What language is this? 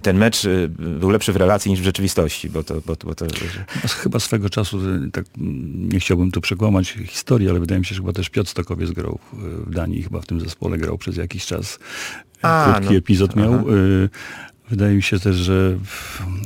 Polish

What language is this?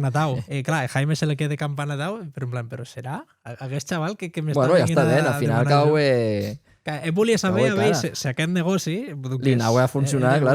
Occitan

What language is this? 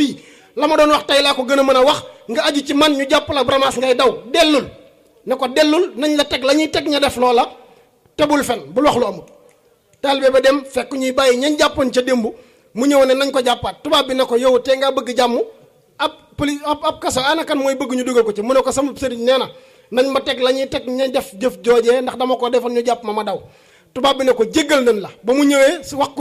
Wolof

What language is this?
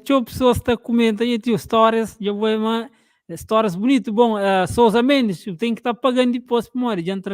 Kabuverdianu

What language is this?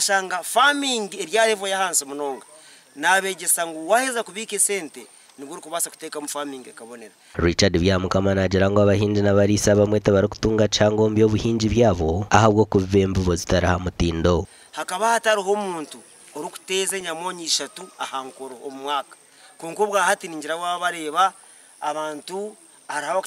Nyankole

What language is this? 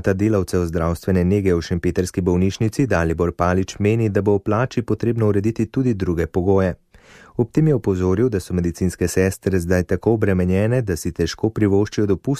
Slovenian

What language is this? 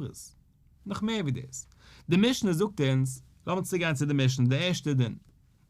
Yiddish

